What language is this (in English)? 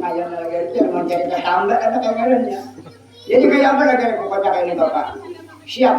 Banjar